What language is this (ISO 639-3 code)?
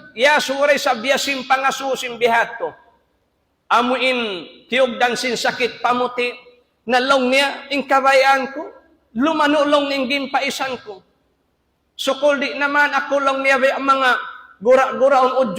tsg